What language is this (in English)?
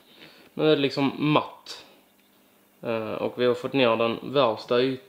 Swedish